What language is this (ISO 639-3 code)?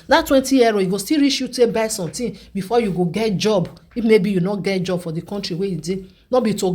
pcm